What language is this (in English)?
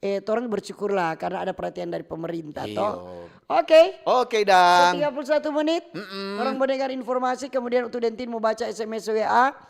Manado Malay